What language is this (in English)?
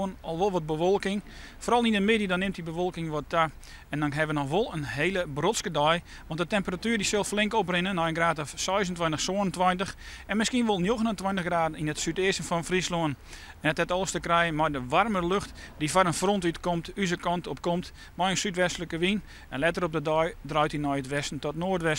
Western Frisian